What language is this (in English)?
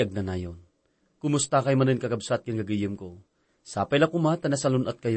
Iloko